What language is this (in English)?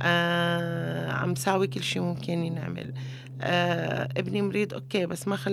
North Levantine Arabic